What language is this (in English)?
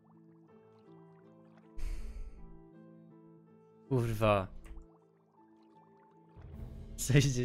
Polish